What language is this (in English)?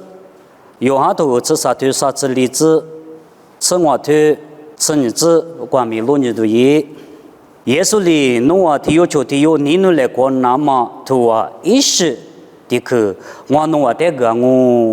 Lisu